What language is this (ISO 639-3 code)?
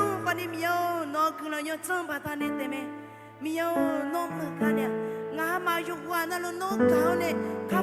ahk